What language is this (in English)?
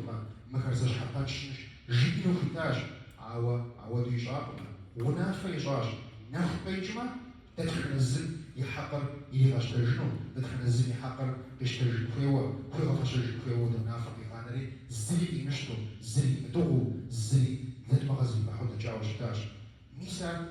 Kabardian